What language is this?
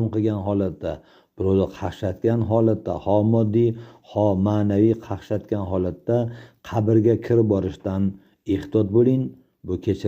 Uzbek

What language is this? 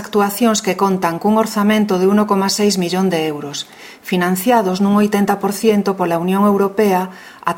Galician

